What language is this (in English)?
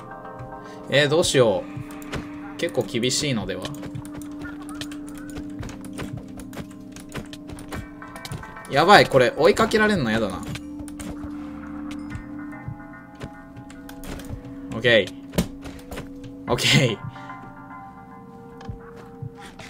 Japanese